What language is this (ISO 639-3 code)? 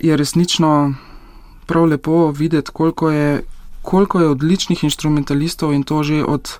slv